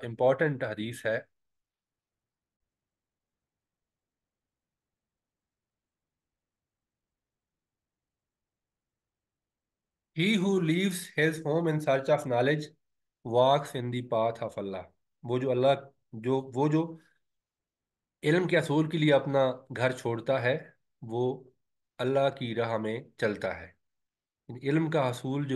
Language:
Urdu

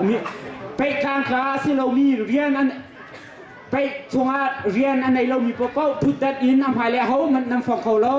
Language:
Hakha Chin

